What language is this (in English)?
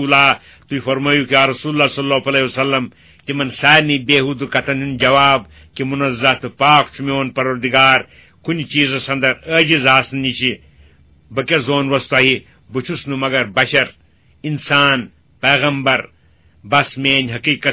Kashmiri